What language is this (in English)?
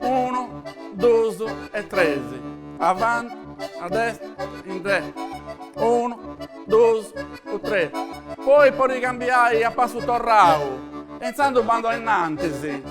Sardinian